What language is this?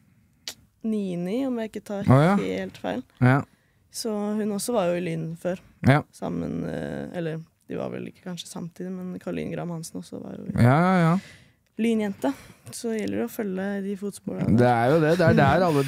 Norwegian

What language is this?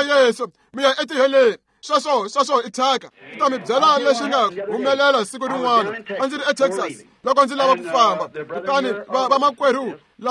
Tsonga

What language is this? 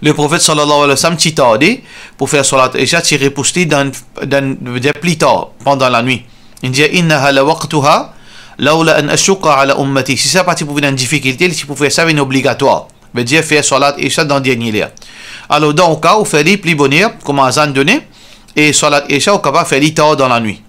Morisyen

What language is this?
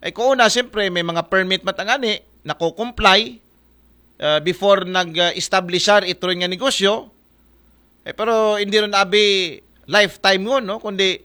Aklanon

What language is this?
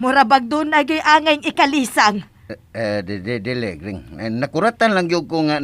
Cebuano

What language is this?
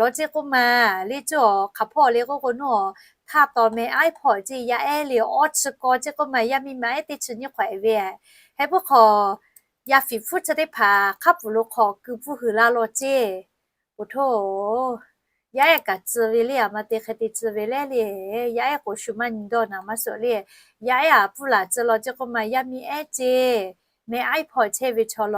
Lahu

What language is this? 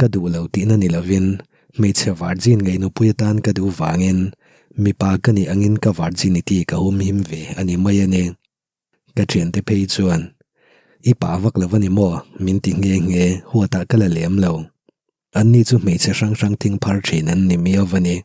Mizo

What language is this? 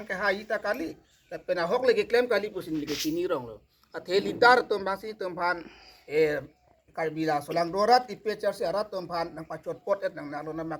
Karbi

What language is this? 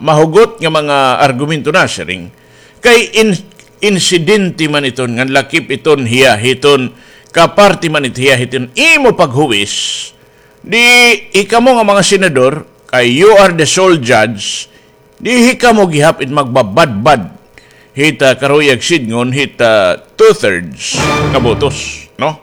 Waray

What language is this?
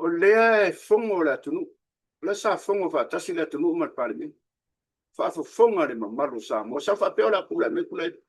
Samoan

